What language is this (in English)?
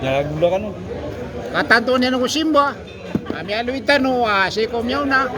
Maranao